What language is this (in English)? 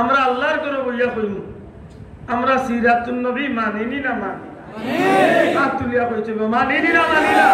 Sylheti